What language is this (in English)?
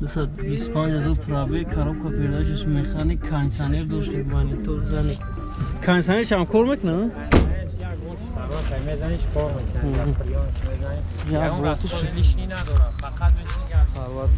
Tajik